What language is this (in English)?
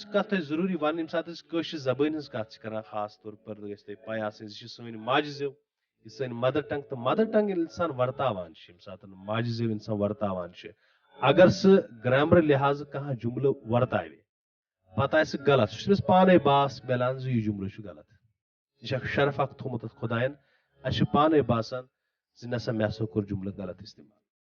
Kashmiri